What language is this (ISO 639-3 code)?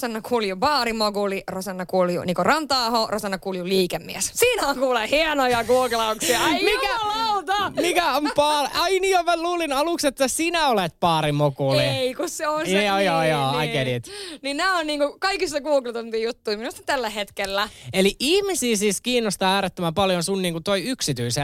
fin